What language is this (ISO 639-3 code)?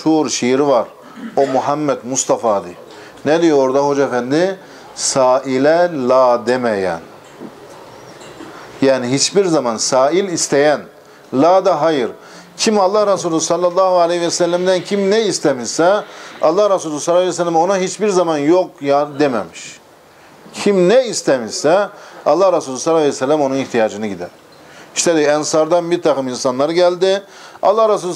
tur